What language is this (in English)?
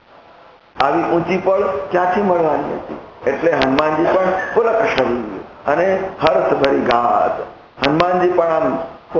Gujarati